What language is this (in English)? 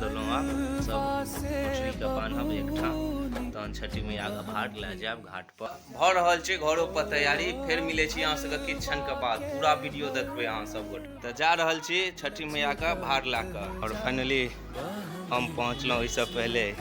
Maithili